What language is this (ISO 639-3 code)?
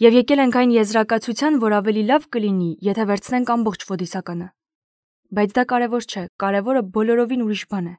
hye